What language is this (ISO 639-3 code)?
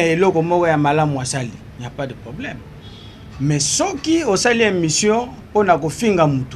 lin